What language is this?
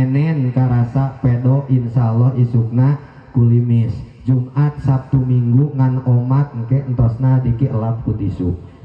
Sundanese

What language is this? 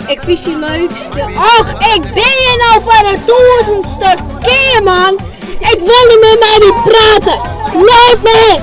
Western Frisian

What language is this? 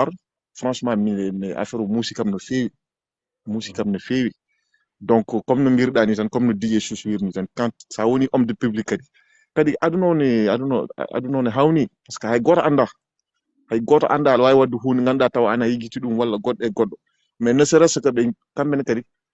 Fula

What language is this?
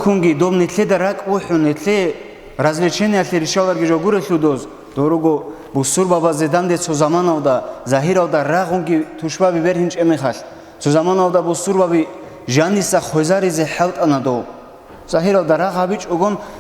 Avaric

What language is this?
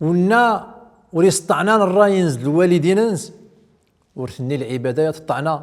Central Atlas Tamazight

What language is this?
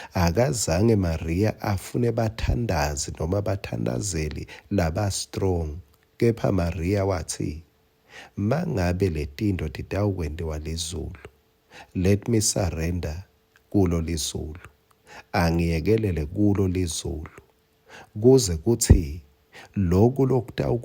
Swati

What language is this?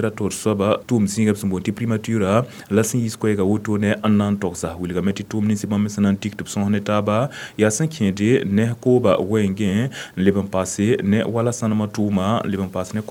Mossi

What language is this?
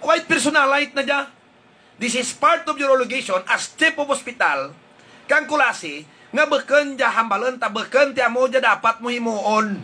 Hiligaynon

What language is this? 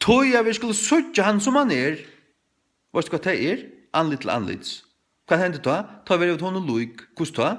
Faroese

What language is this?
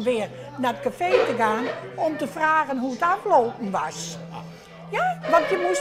Western Frisian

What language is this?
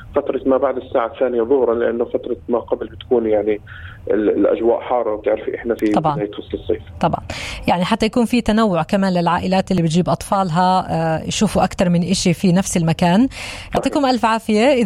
North Levantine Arabic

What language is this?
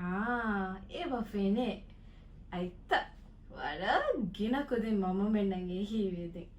Divehi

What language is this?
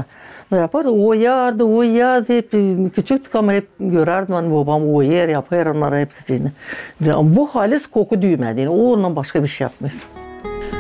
Gagauz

